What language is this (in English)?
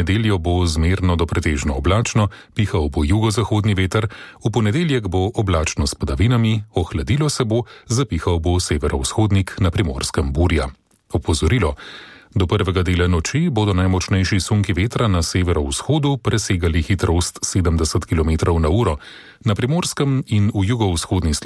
Slovenian